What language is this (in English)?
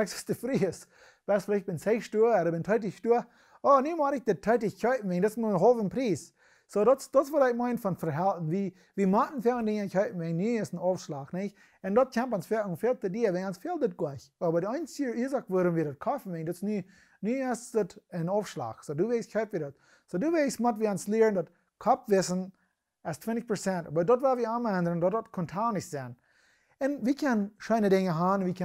Plautdietsch